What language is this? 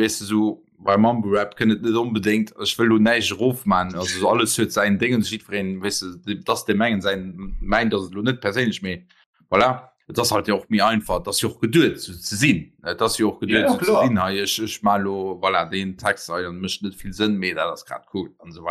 Luxembourgish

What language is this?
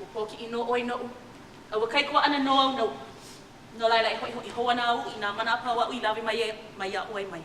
Hawaiian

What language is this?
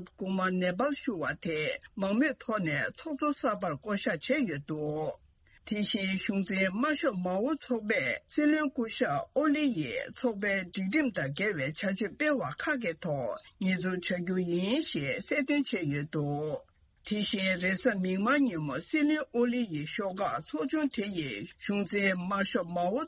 Tibetan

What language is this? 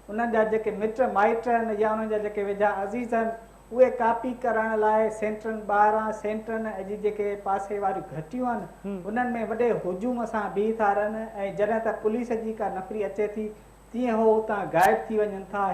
Sindhi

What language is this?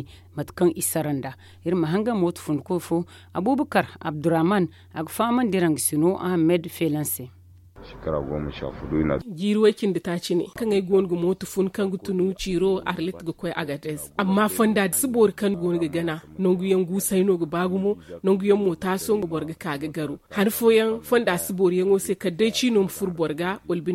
Zarma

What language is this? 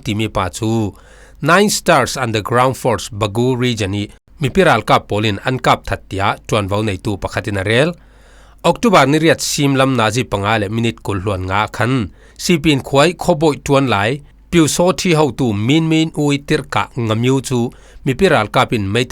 Falam Chin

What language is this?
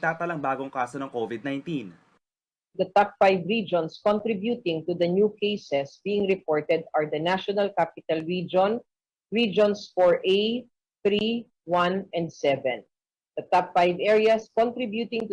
Pampanga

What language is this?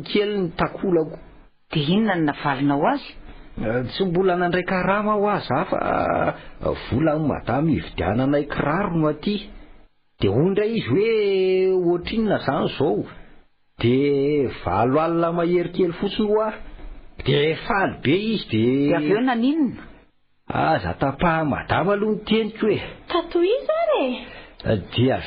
Malagasy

